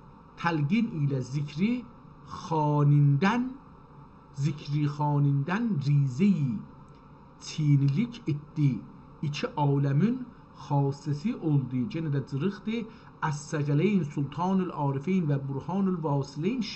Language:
South Azerbaijani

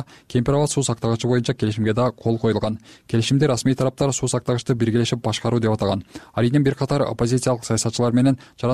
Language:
Kyrgyz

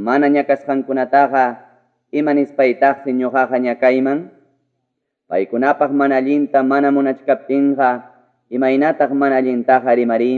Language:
Ayacucho Quechua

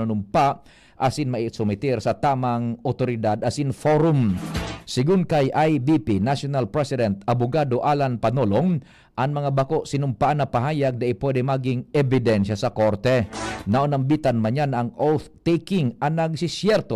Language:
Bikol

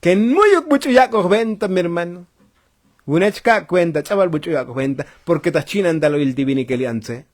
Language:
Tzotzil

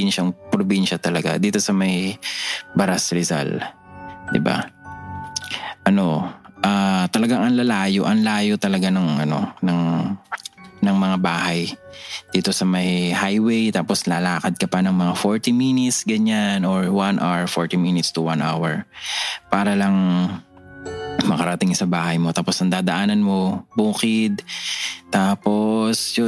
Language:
Filipino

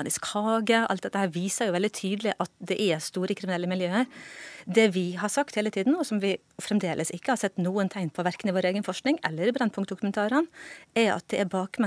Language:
Norwegian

